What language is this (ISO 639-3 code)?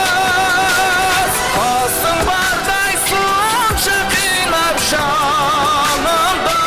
kaa